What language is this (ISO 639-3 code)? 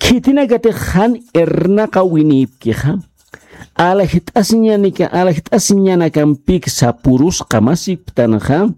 aym